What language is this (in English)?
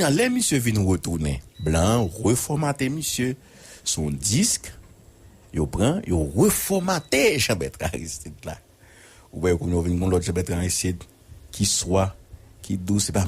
Haitian Creole